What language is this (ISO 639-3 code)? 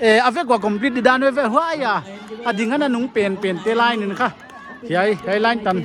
pck